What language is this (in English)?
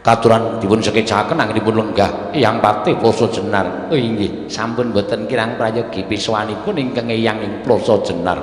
Javanese